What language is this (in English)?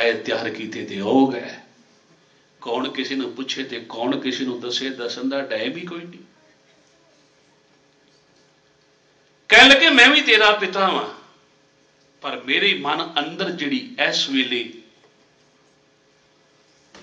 Punjabi